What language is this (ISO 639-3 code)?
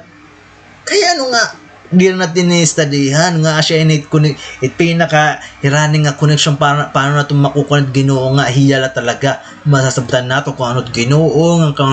war